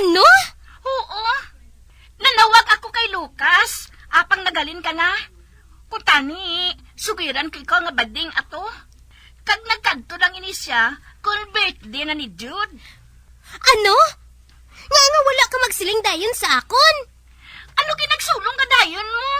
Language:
Hiligaynon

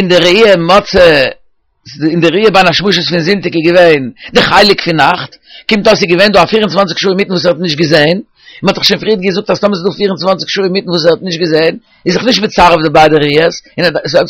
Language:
Yiddish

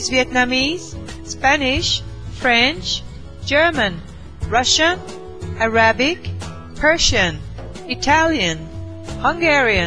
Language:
Swedish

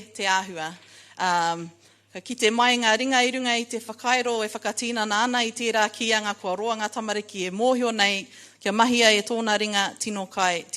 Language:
Māori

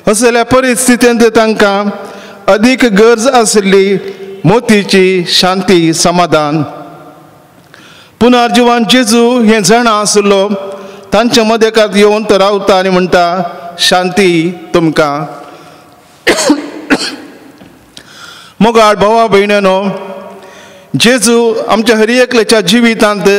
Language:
Konkani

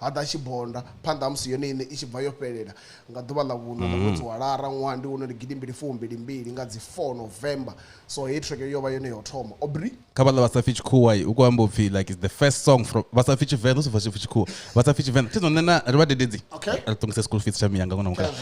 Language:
Venda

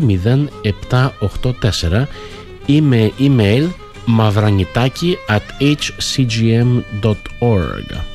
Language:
Greek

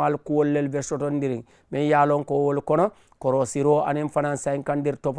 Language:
Mandingo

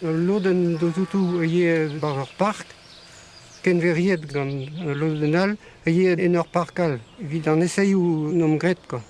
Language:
Breton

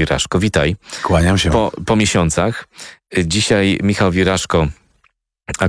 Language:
Polish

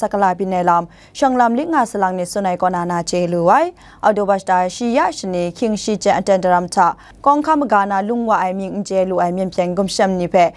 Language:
Kachin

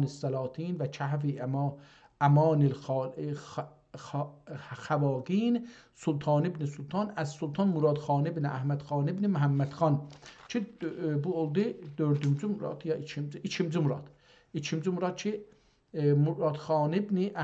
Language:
South Azerbaijani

